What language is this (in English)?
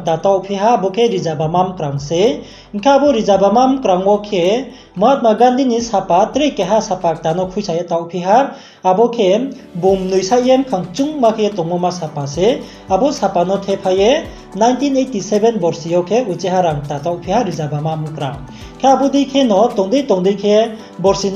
Riang (India)